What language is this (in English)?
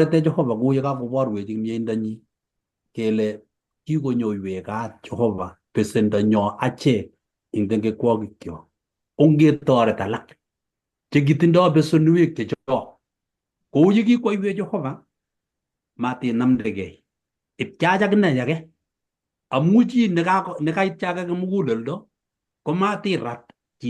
Kalenjin